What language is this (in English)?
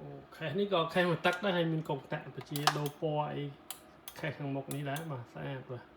Khmer